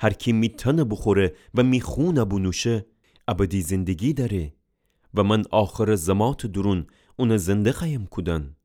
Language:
Gilaki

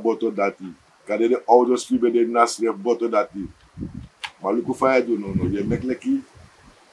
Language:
Sranan Tongo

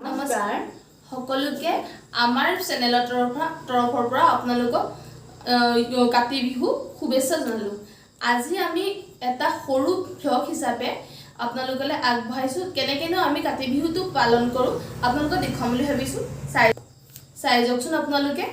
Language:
Assamese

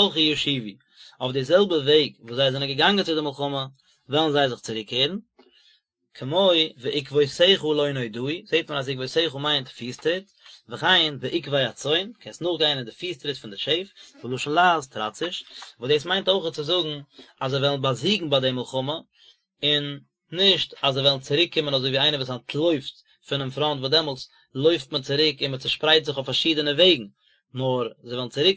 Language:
Yiddish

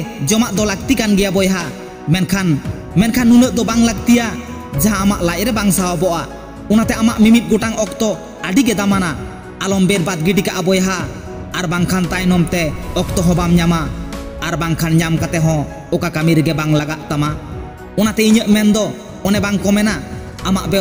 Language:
Santali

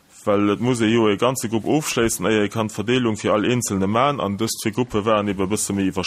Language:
Luxembourgish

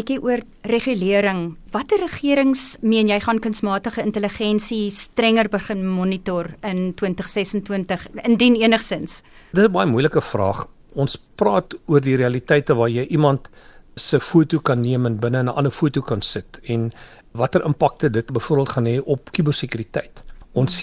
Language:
Afrikaans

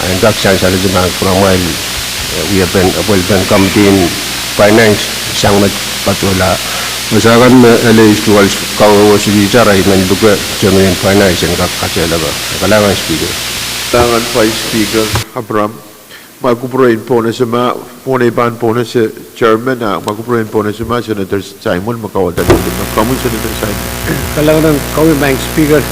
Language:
Pohnpeian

